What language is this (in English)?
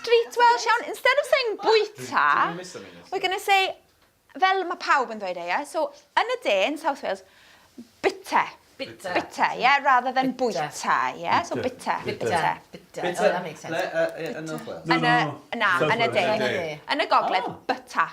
Welsh